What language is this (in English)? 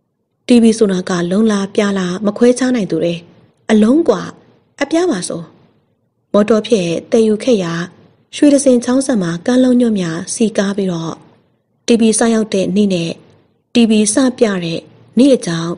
Burmese